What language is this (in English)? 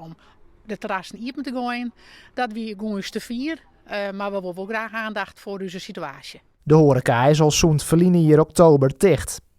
Western Frisian